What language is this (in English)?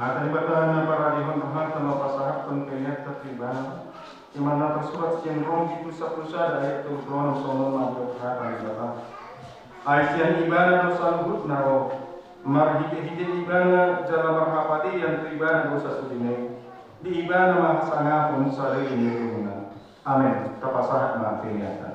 Batak Toba